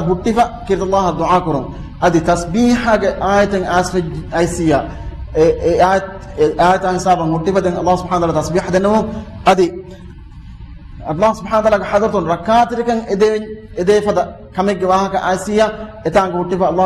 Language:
Divehi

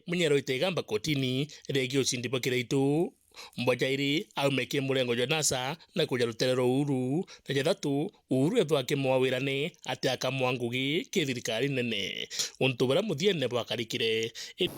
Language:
Meru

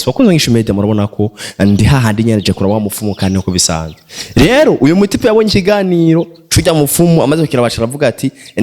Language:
Rundi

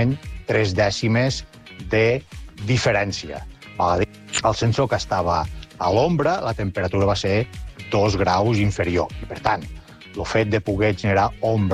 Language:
Catalan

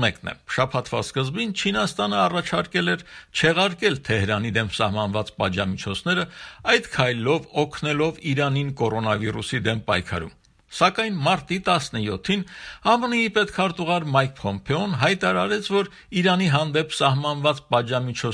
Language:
Armenian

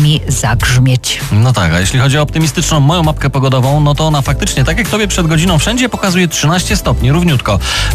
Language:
Polish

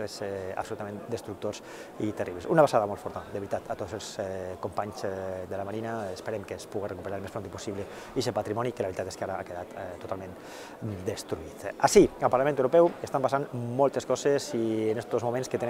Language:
Catalan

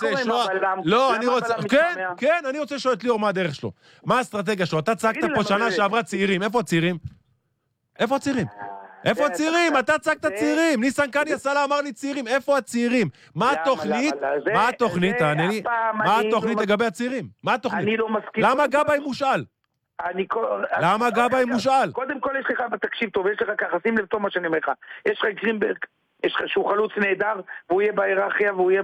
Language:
Hebrew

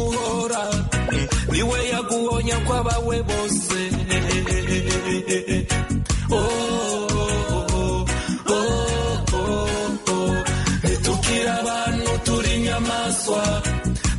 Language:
Kinyarwanda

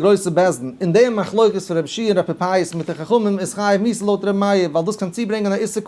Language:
Yiddish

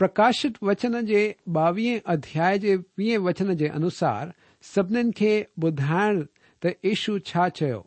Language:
Sindhi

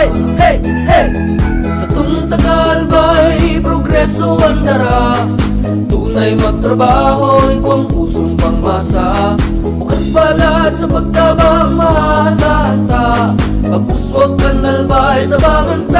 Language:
Bikol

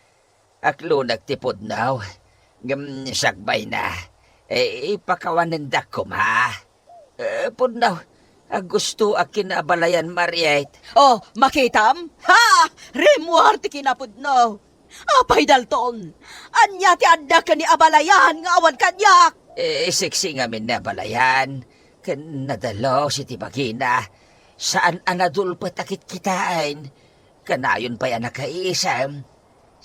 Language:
Iloko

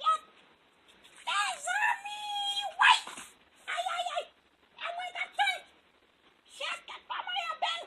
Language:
Haitian Creole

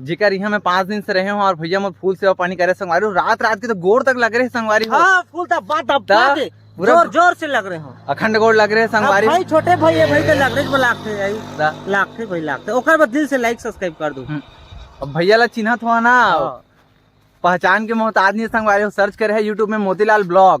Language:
Chhattisgarhi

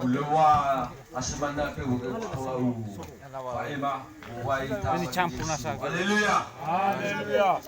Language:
Nias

